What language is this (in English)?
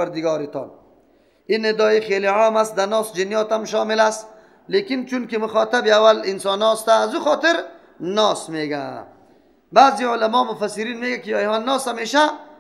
Persian